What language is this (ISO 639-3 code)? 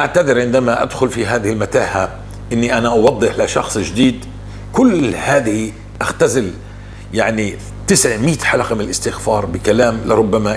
apc